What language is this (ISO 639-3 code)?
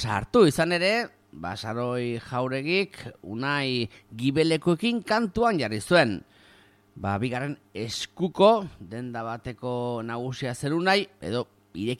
eus